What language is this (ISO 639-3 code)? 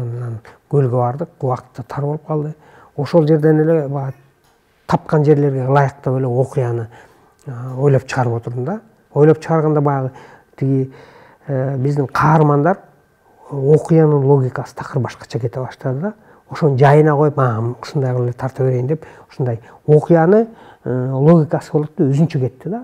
kir